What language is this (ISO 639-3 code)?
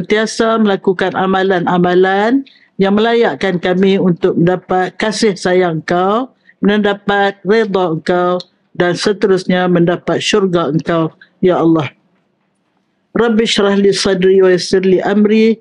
msa